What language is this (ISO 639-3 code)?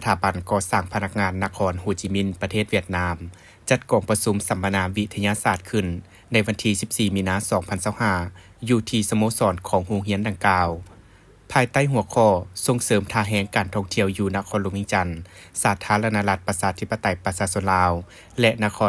lao